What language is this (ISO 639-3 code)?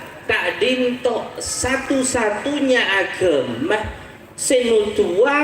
mad